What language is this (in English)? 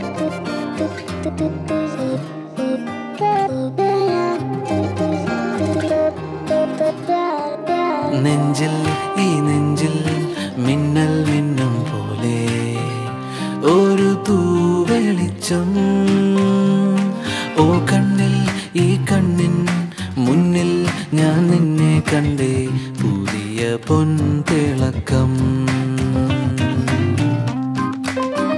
Malayalam